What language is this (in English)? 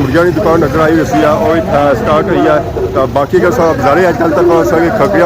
Pahari-Potwari